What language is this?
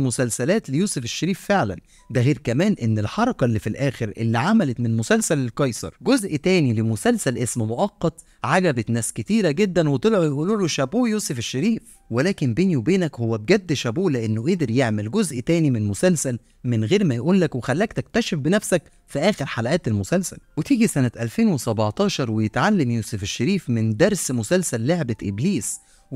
Egyptian Arabic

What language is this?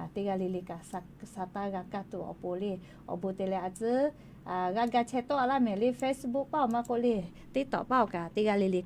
Lahu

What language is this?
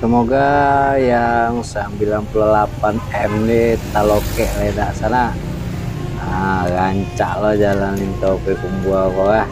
Minangkabau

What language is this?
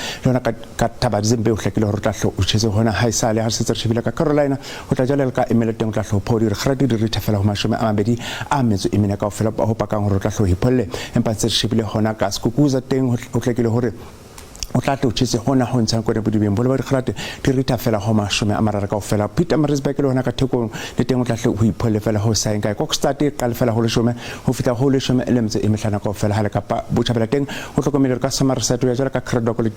Southern Sotho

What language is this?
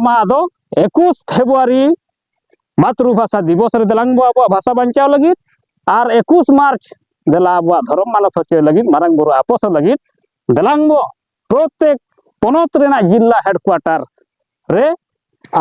Santali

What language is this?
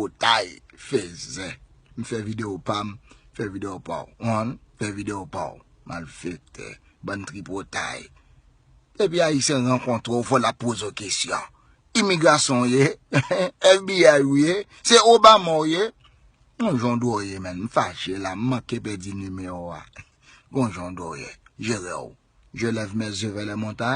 Haitian Creole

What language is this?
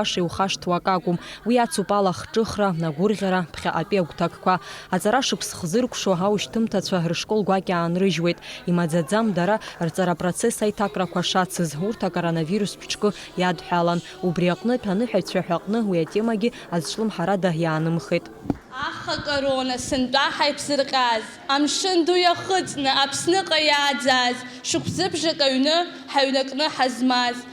Abkhazian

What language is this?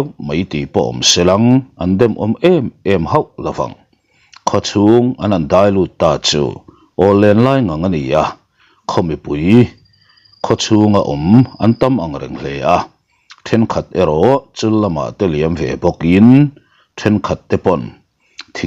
Mizo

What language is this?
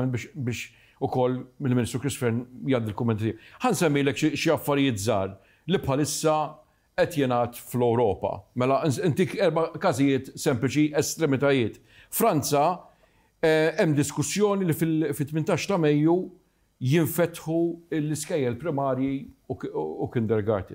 Maltese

